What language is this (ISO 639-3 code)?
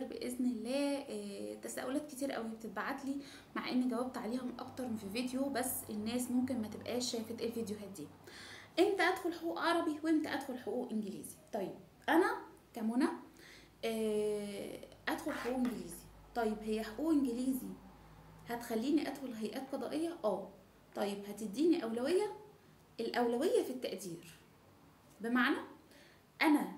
arz